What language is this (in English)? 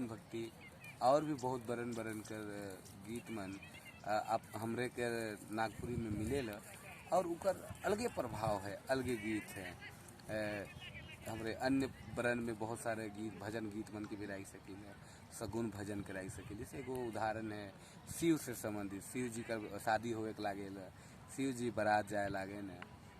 Sadri